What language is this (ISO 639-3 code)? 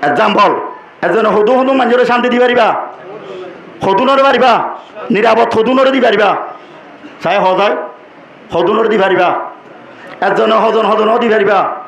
rhg